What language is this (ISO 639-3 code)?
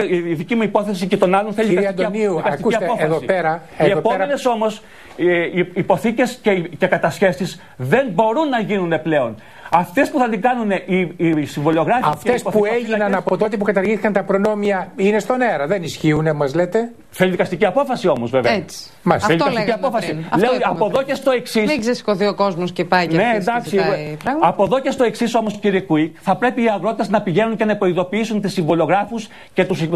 ell